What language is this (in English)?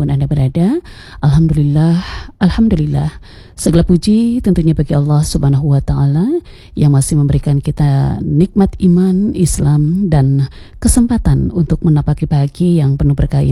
Indonesian